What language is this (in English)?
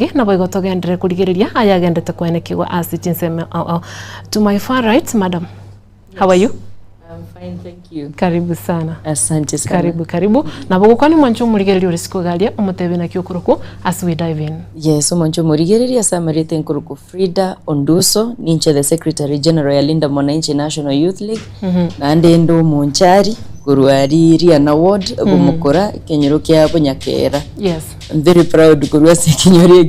Gusii